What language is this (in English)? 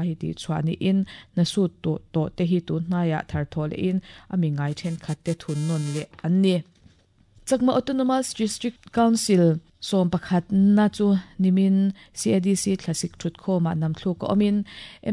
Mizo